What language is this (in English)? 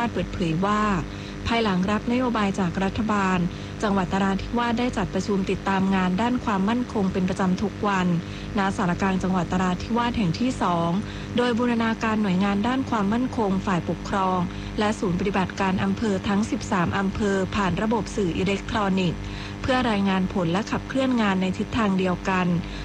Thai